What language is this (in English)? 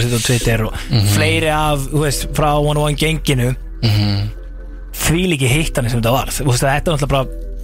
Icelandic